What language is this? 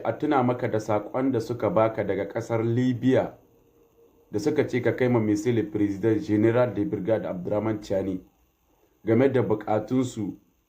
Hausa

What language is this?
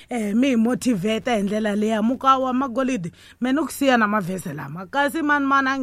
Tsonga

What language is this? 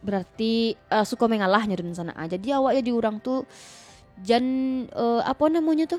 Minangkabau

